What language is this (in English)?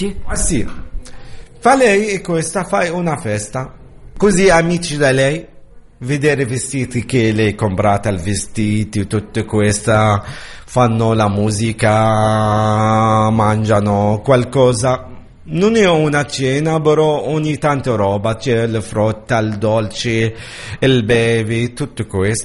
Italian